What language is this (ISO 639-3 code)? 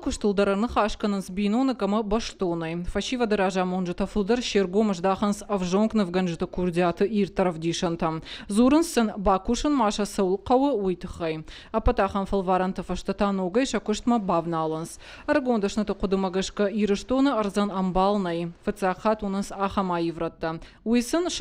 oss